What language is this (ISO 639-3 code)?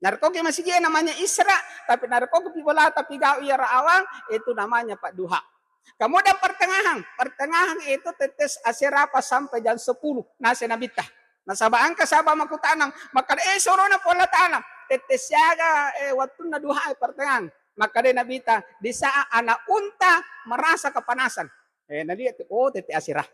bug